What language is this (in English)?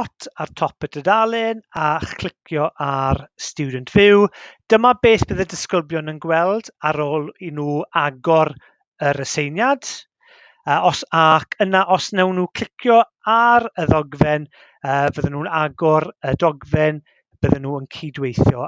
Welsh